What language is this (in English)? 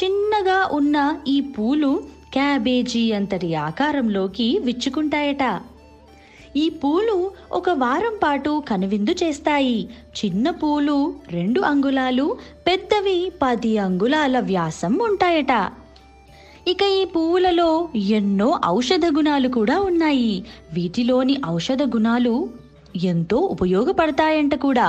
Telugu